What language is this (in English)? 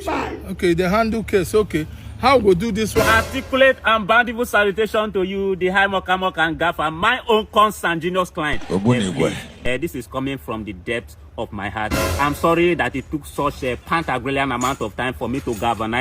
Nigerian Pidgin